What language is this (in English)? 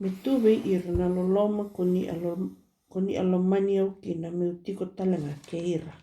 Fijian